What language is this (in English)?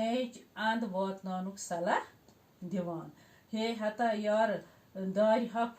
Kashmiri